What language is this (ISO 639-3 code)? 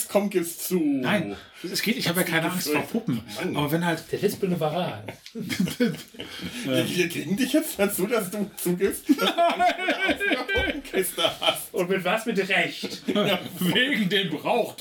deu